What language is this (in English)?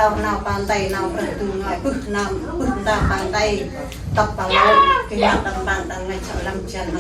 Central Mnong